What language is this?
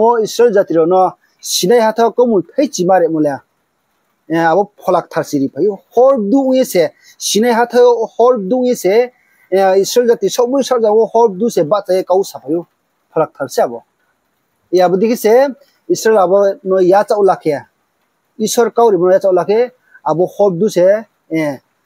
Riang (India)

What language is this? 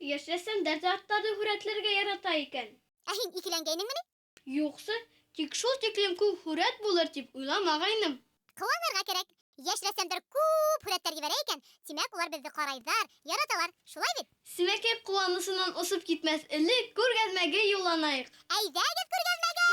Bashkir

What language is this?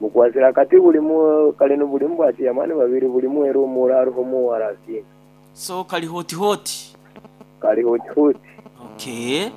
Nyoro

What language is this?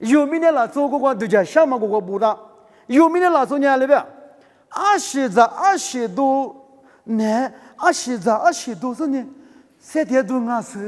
Lisu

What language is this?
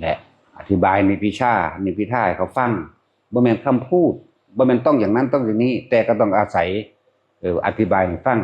Northeastern Thai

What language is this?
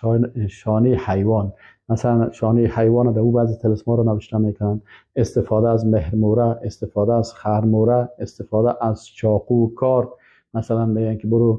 Persian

